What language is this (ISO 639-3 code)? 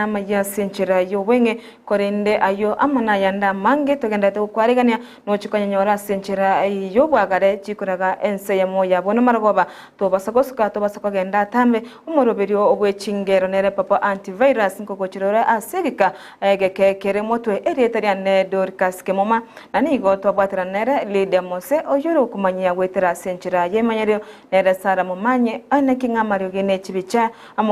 guz